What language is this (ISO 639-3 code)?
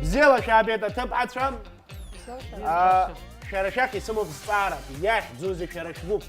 abk